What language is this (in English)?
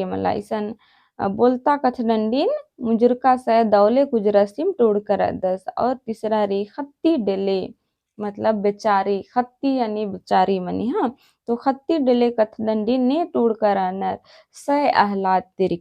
Kurukh